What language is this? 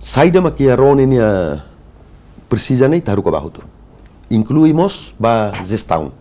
Tetum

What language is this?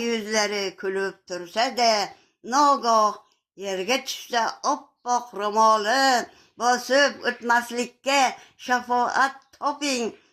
Uzbek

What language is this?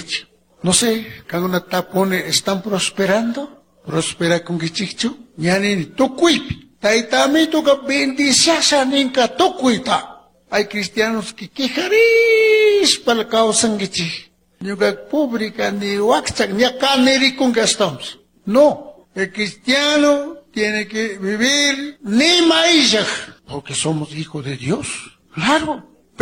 Chimborazo Highland Quichua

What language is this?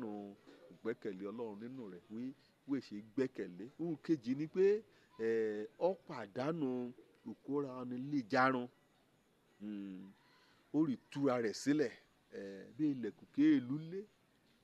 Yoruba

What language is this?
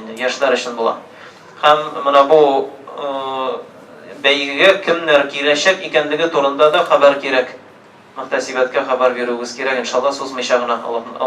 Tatar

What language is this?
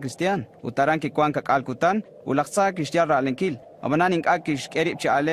Kekchí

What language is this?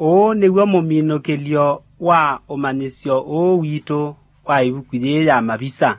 Kamba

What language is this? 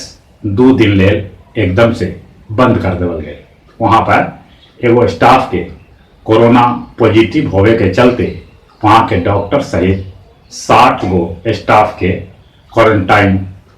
Magahi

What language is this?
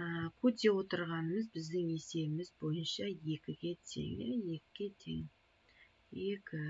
Kazakh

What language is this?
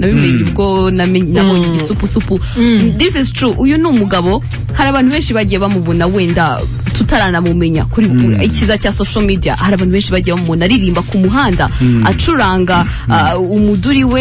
Kinyarwanda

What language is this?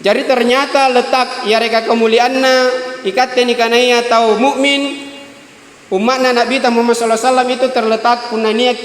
Makasar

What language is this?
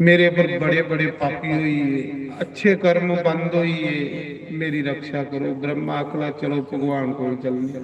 Dogri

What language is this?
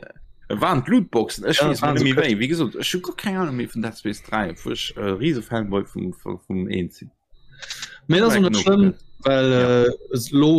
Luxembourgish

